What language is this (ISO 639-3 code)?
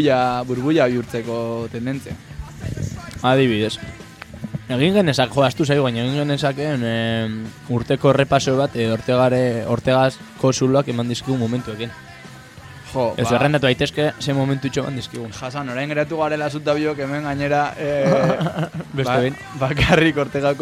eus